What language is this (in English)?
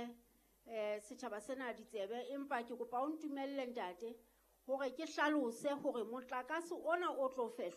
Southern Sotho